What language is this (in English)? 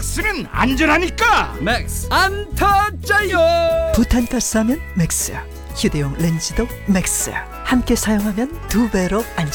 Korean